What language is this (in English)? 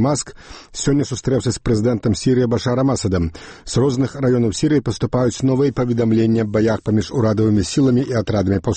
Belarusian